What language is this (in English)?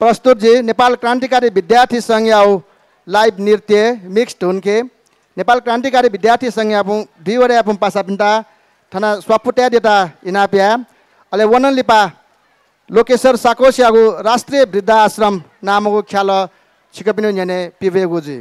Newari